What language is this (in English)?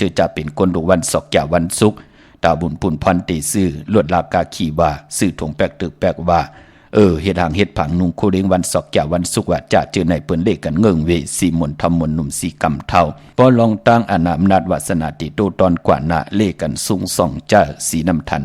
Shan